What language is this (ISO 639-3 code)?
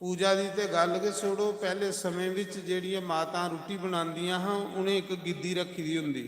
doi